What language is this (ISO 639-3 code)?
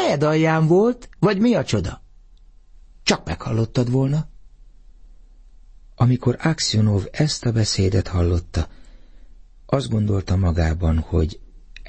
hun